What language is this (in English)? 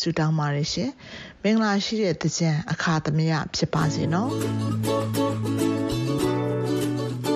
Burmese